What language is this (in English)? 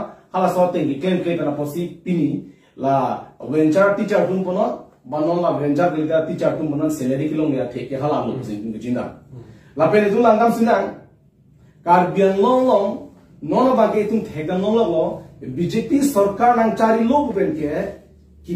Karbi